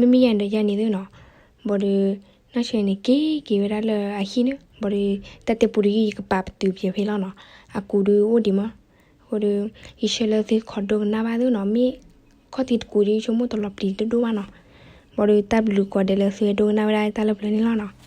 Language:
S'gaw Karen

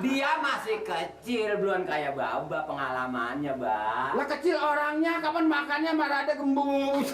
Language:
Betawi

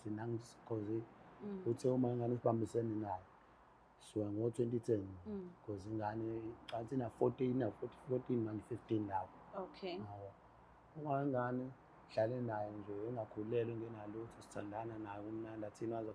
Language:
Zulu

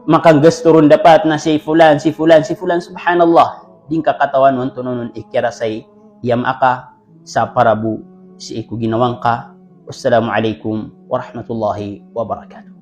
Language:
Maranao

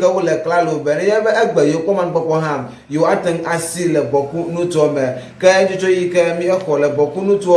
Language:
Ewe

